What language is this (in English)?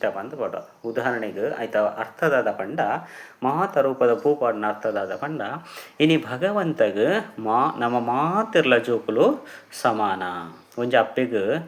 Tulu